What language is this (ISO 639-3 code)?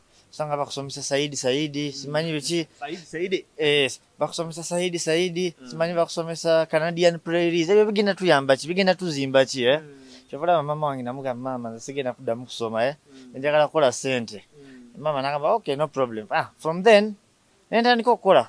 lug